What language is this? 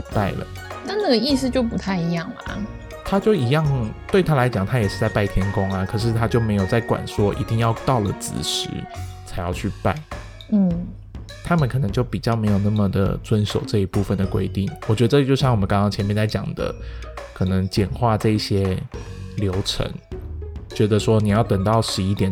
Chinese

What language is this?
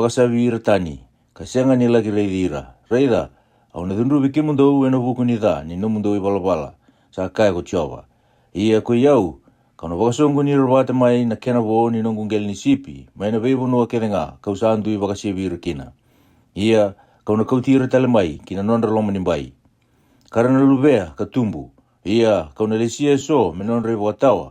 Fijian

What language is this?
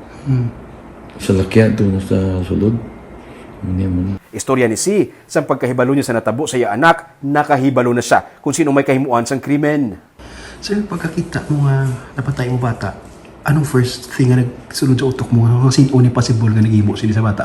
Hiligaynon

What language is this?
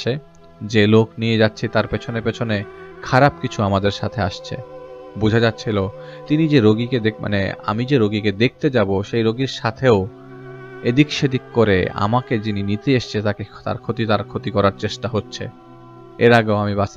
Bangla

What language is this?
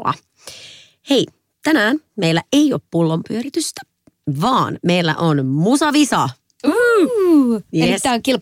Finnish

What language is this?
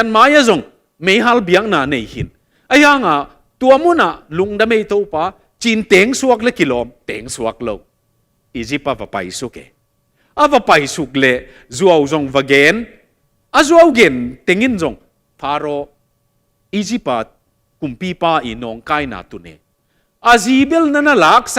Tedim Chin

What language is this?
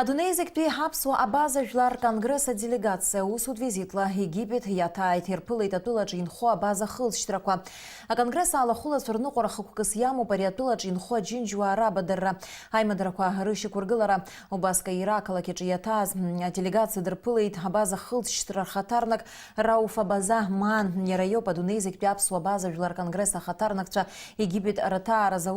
Abkhazian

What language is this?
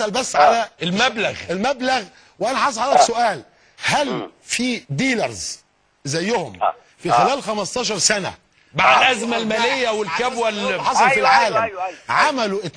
Egyptian Arabic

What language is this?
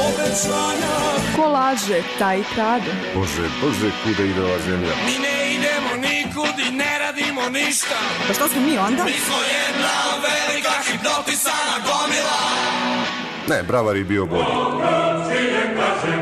Serbian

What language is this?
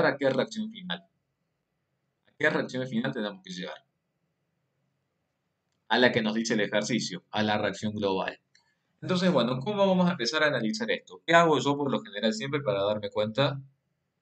Spanish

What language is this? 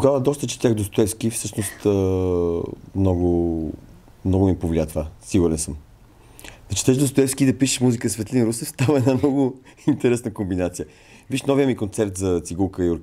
Bulgarian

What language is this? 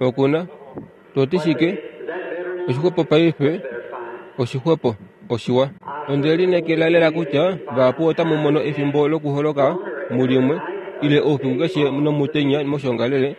Kuanyama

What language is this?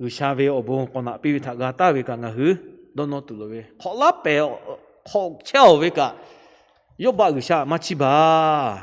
Lahu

